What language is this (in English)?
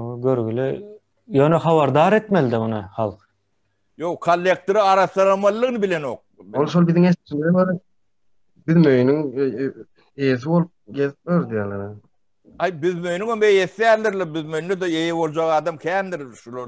Turkmen